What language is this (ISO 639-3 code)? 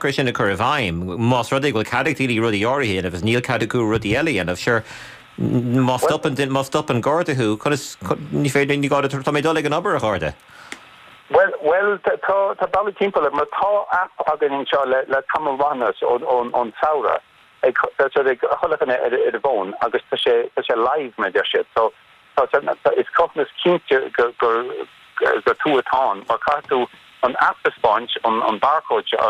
gle